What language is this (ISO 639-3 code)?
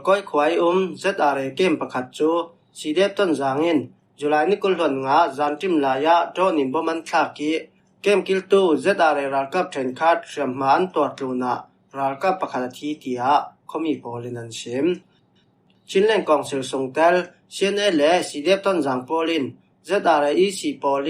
cfm